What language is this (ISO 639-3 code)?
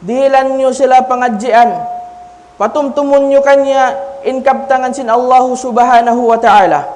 tsg